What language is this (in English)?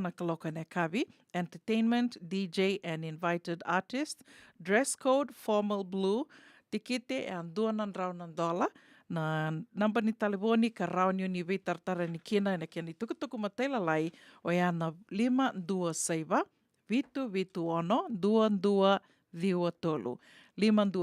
Fijian